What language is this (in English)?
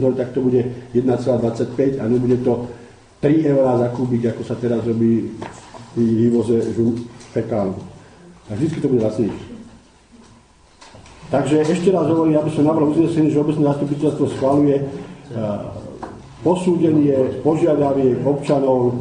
Slovak